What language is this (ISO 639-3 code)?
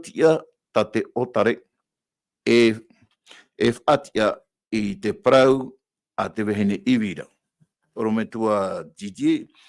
tah